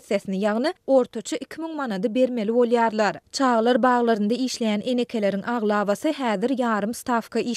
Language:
Turkmen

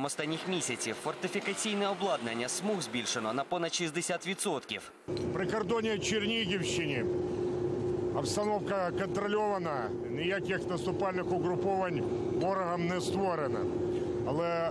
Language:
Ukrainian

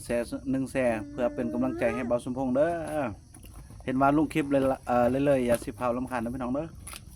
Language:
Lao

